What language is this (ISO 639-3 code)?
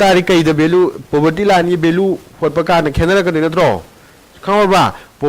mni